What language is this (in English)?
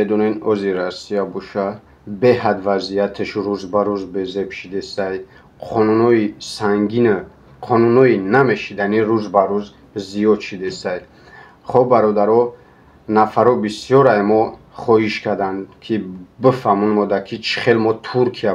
Tajik